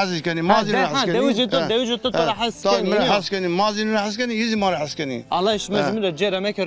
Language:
Zaza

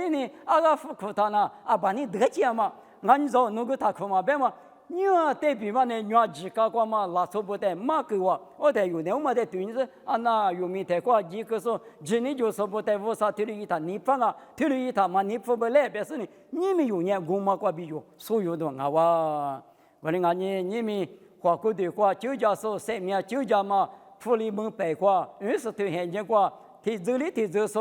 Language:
Lisu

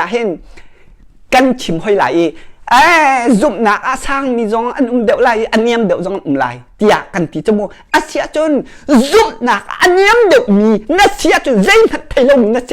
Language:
Hakha Chin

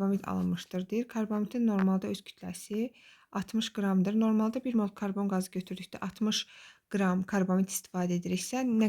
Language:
Azerbaijani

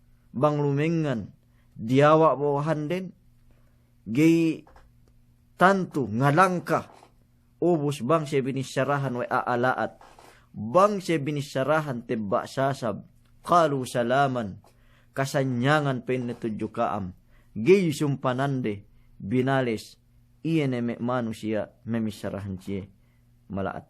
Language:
Yakan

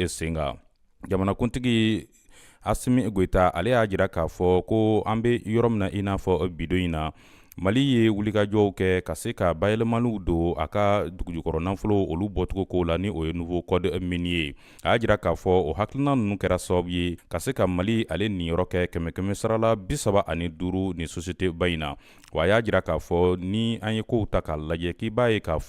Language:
Bambara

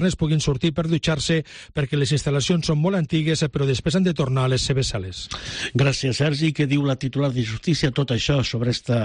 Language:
Catalan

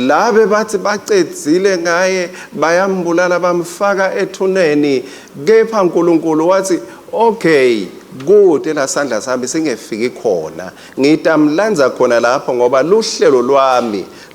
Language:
Swati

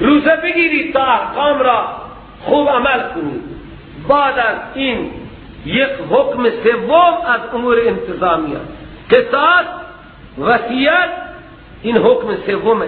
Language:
Persian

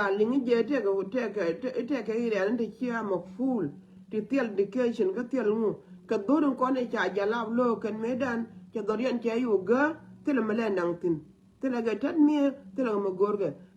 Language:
Nuer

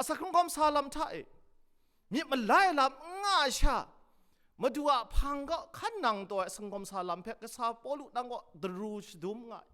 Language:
Kachin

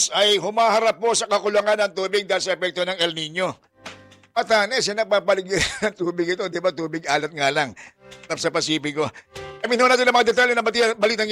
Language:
Filipino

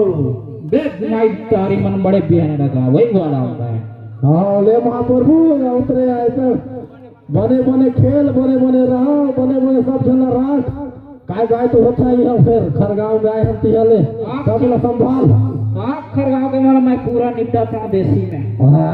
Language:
Chhattisgarhi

